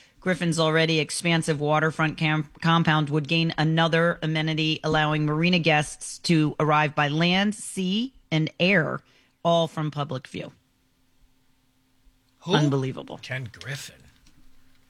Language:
English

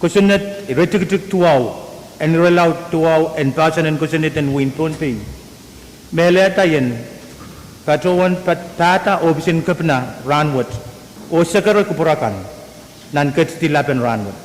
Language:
Pohnpeian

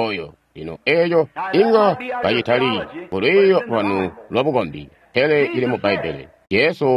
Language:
Tonga (Zambia)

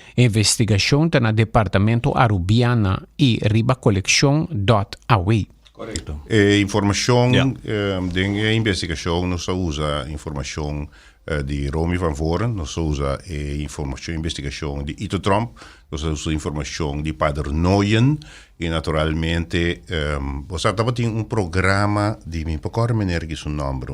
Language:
Papiamento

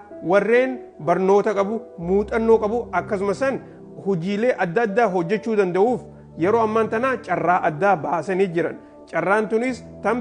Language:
Oromo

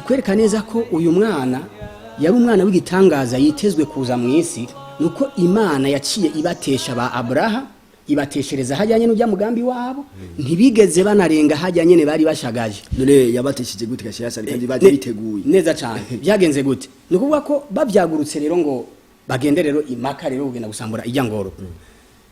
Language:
Rundi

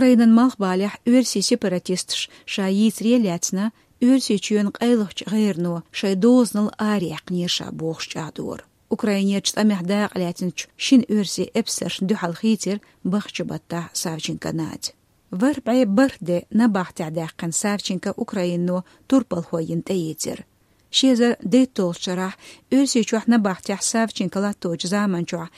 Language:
Chechen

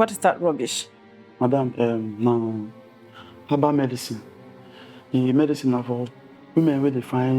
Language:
Nigerian Pidgin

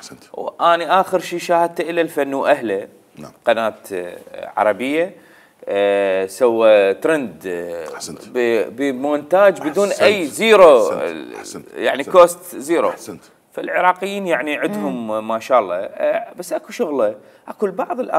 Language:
Mesopotamian Arabic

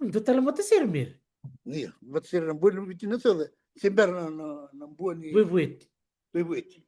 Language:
Fijian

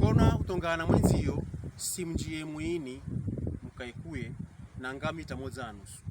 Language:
Pokomo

